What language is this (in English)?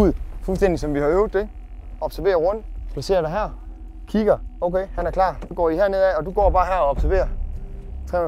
Danish